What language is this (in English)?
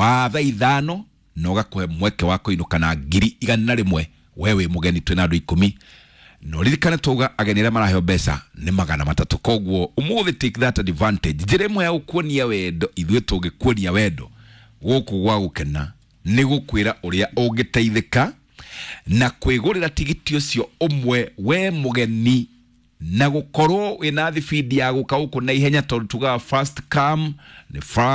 Kikuyu